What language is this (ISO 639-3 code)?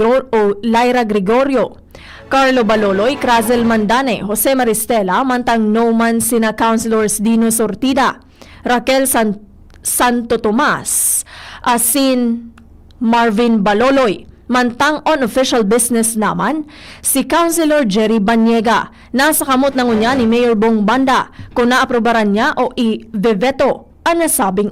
bik